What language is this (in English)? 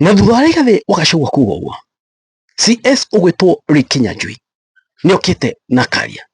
Kikuyu